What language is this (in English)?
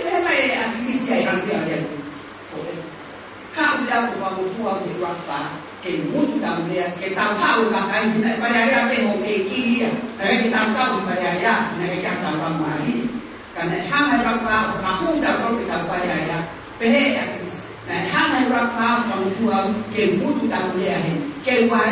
Tongan